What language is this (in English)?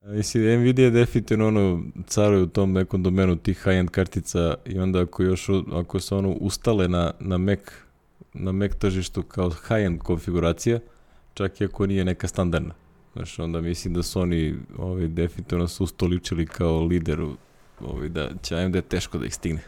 Serbian